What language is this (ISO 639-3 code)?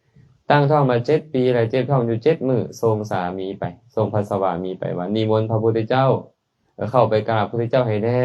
lao